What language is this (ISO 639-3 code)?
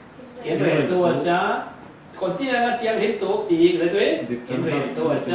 cfm